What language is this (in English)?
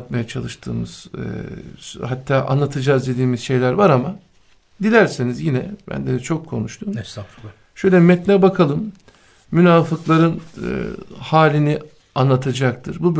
Turkish